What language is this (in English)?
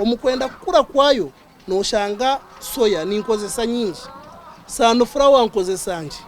Nyankole